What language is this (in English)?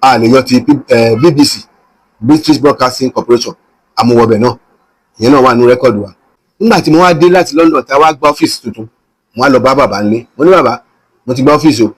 Yoruba